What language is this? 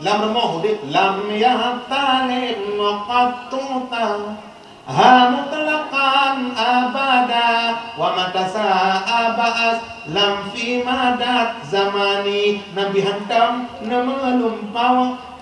Achinese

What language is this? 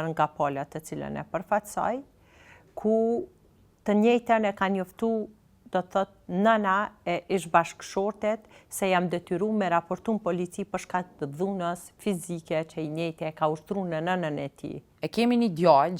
Albanian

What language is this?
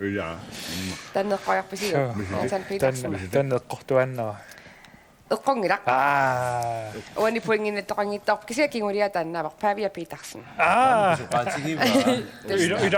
Kalaallisut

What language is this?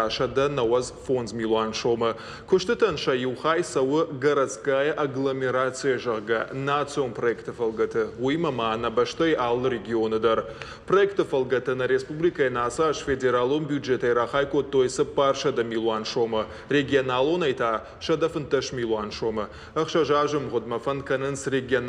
Ossetic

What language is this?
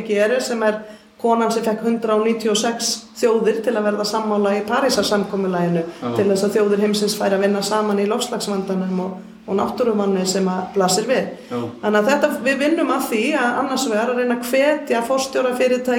Icelandic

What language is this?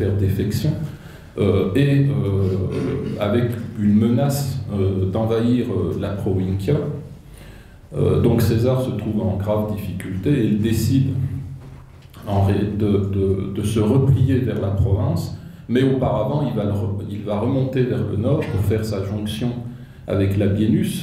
French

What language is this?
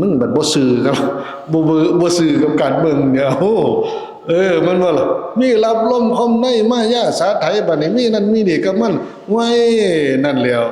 Lao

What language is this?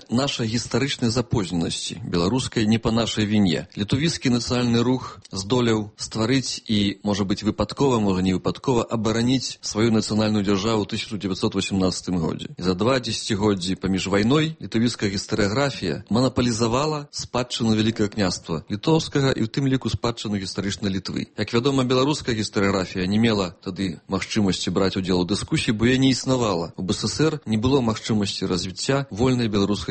Belarusian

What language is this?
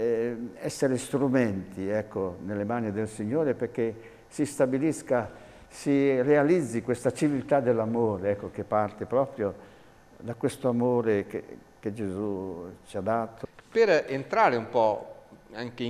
Italian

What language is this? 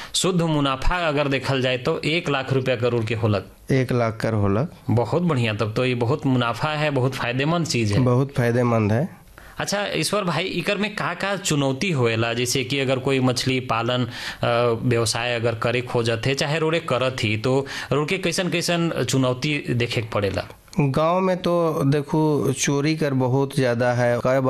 Bhojpuri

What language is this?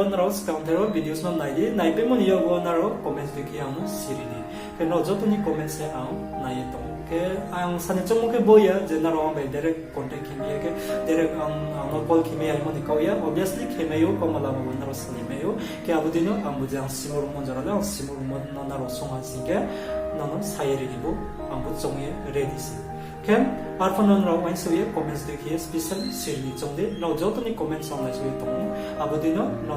Riang (India)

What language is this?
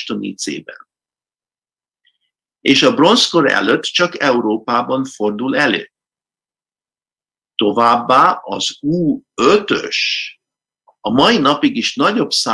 Hungarian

